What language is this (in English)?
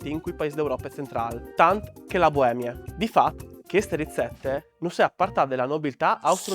Friulian